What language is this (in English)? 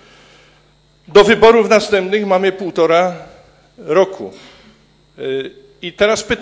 Polish